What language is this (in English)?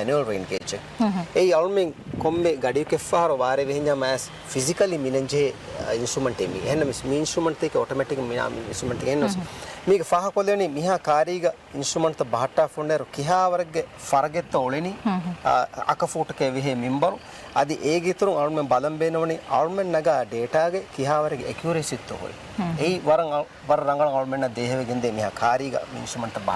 Divehi